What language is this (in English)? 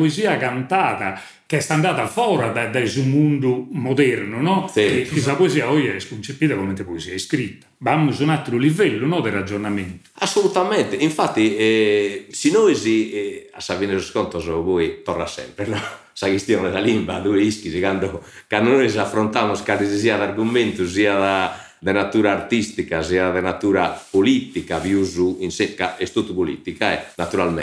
Sardinian